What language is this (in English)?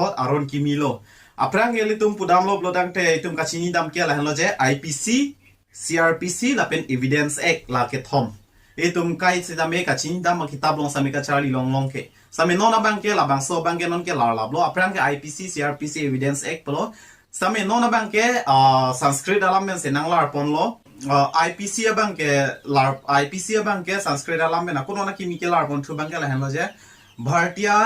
Karbi